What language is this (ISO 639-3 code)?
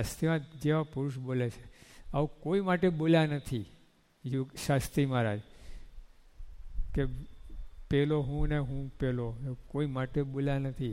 guj